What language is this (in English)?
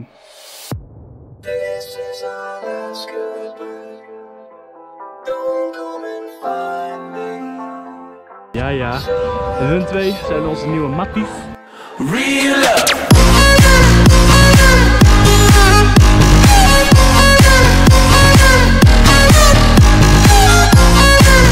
Dutch